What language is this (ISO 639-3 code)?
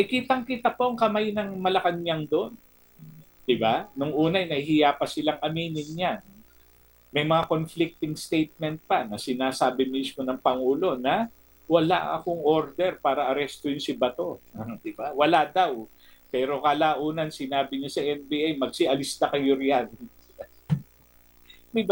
fil